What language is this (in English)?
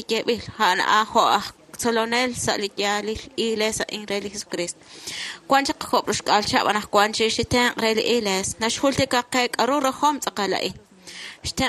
Kekchí